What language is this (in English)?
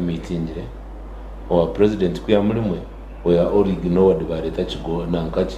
Nyankole